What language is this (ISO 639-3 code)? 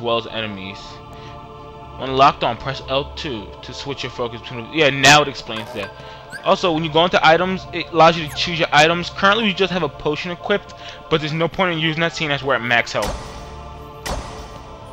eng